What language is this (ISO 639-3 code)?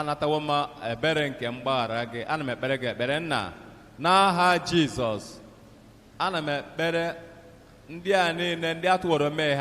ibo